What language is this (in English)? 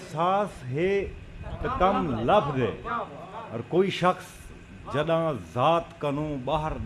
Saraiki